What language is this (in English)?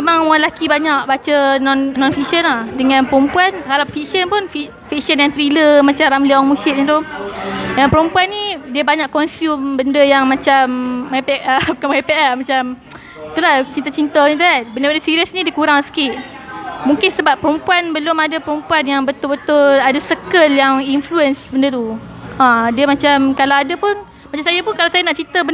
Malay